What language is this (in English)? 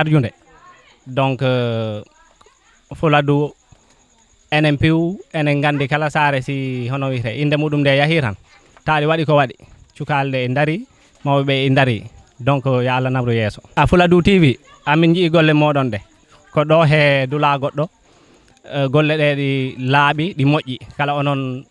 Fula